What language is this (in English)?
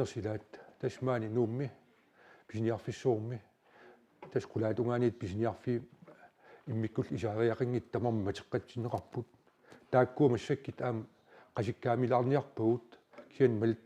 Kalaallisut